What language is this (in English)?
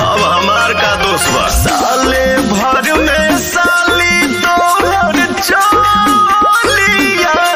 Bhojpuri